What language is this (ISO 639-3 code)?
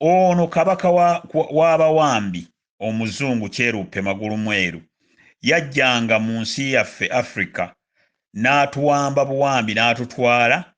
lug